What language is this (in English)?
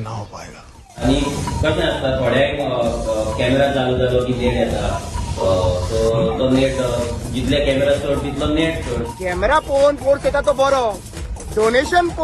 Konkani